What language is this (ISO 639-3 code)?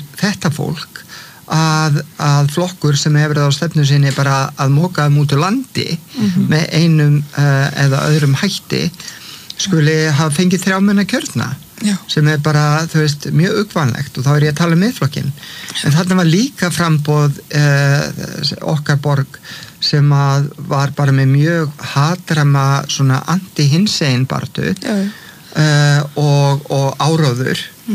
isl